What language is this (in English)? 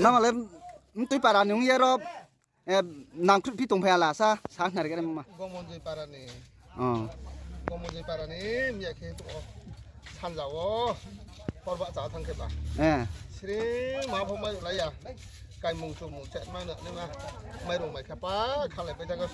Riang (India)